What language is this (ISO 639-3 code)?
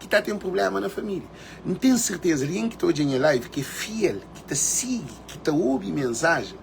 kea